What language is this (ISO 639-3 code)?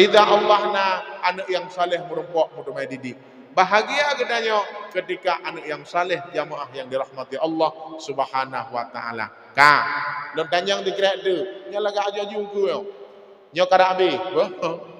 ace